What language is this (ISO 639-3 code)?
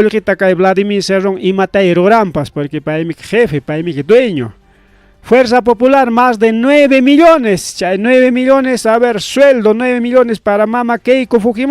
quy